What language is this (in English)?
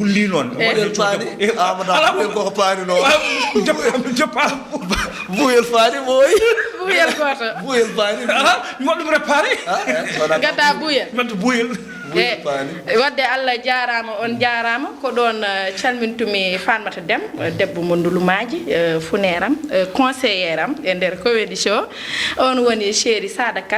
Fula